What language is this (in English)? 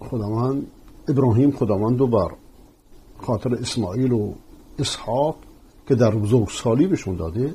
Persian